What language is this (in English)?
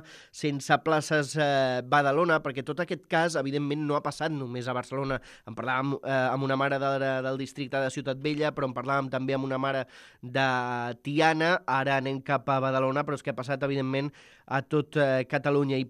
Catalan